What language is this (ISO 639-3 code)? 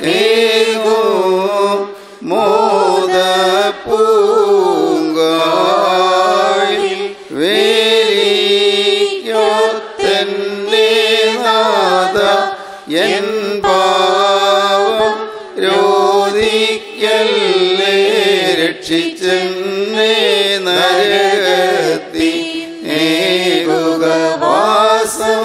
mal